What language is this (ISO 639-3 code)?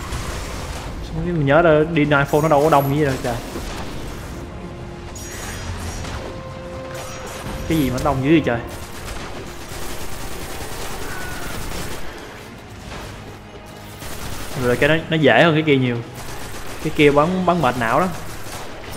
vie